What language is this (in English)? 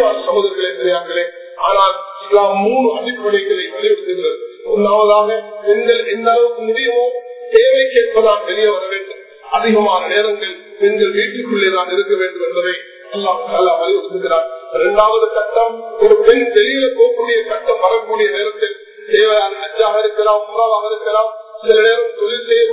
Tamil